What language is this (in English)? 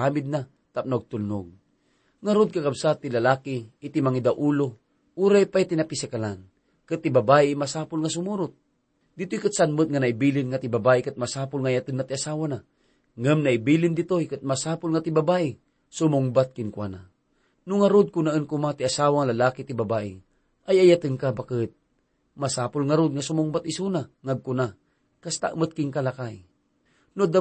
Iloko